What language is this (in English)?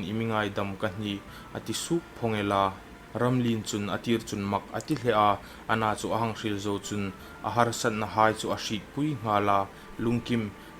Hmar